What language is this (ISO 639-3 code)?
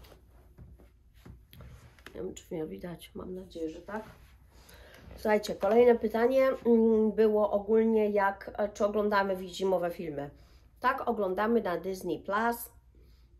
pol